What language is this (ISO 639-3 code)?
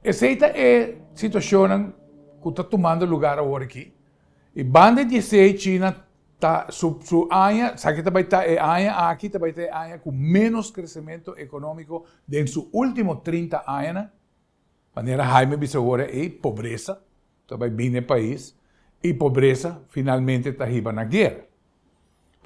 pap